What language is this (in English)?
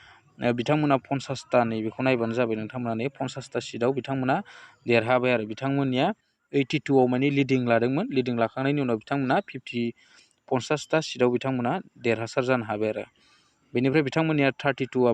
Bodo